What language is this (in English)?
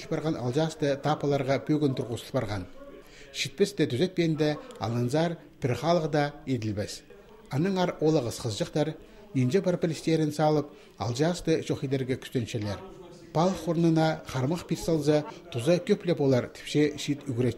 Khakas